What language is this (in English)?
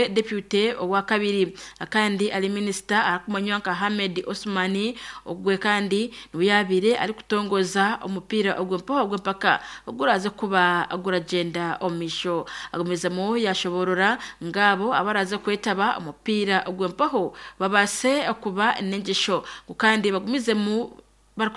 Nyankole